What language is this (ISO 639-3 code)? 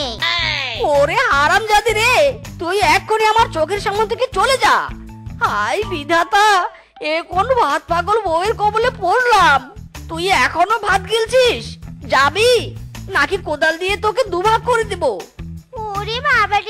ben